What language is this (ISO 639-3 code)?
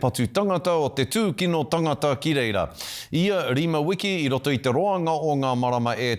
mri